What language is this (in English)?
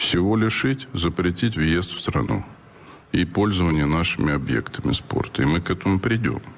Russian